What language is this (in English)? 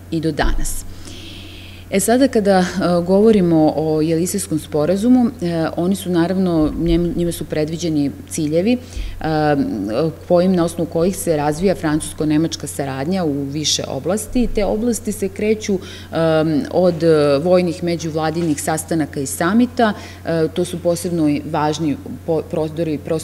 Serbian